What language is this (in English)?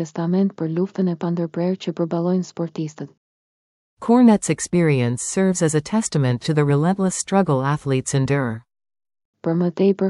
Albanian